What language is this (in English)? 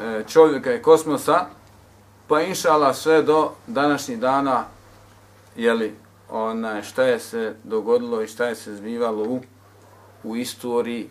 Bosnian